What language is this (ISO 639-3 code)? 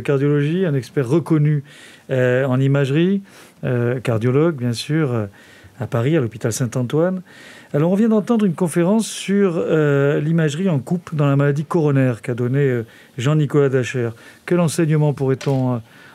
fra